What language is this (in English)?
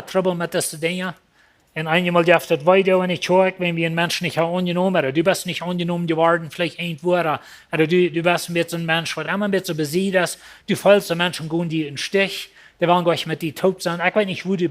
Plautdietsch